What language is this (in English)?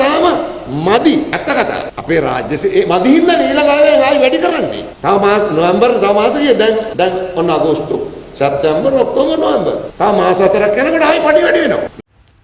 Sinhala